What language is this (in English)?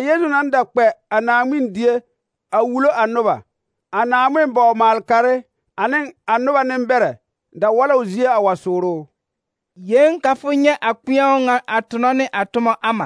Southern Dagaare